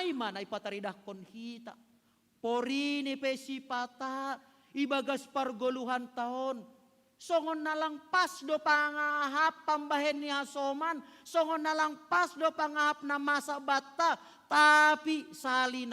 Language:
Batak Simalungun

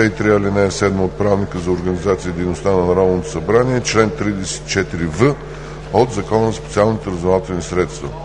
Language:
Bulgarian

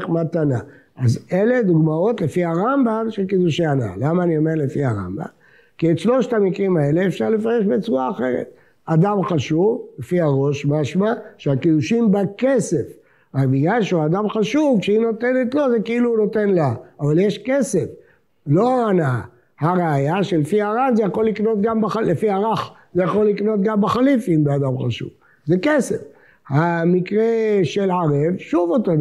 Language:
Hebrew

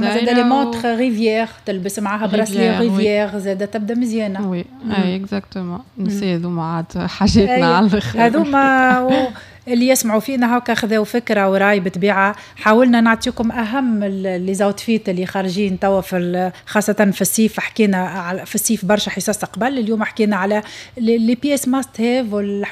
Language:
Tunisian Arabic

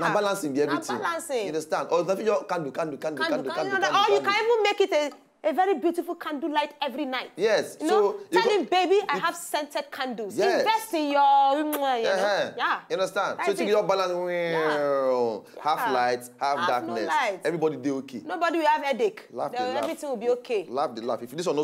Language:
Nigerian Pidgin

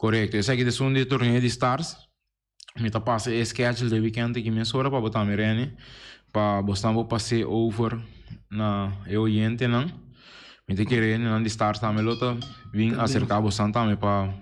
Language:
Papiamento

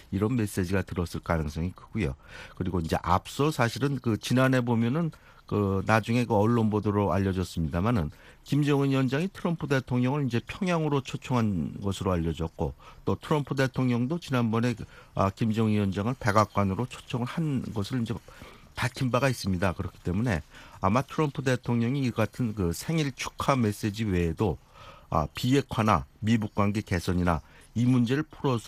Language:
Korean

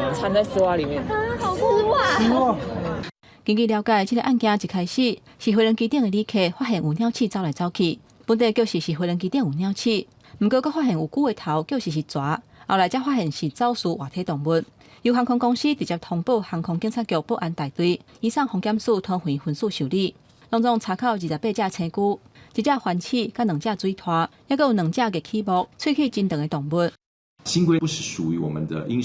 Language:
Min Nan Chinese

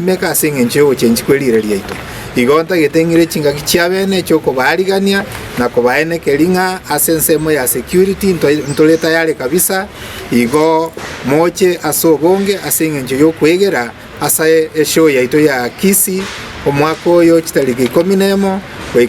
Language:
Gusii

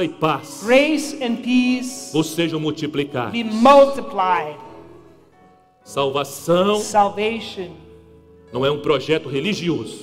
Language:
Portuguese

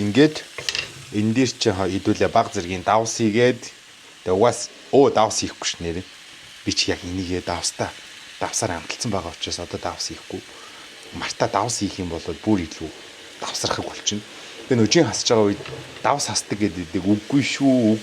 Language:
Mongolian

